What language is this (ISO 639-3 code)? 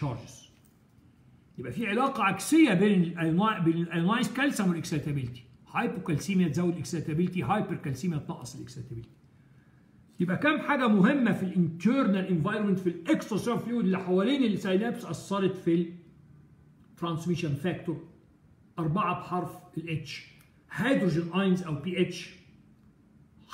arz